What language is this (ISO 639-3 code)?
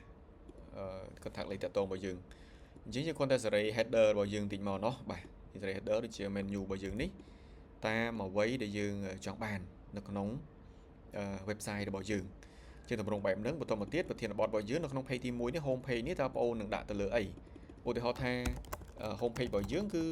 khm